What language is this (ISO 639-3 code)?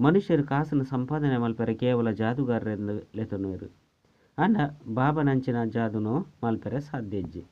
tcy